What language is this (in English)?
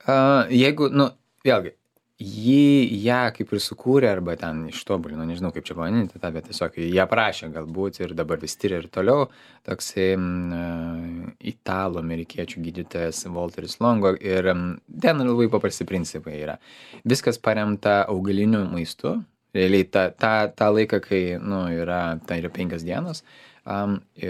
Lithuanian